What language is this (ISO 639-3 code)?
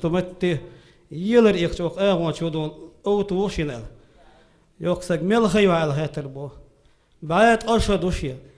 che